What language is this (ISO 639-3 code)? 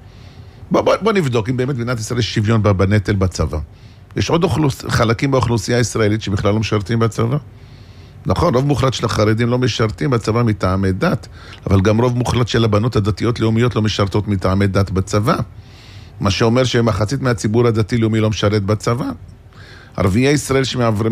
heb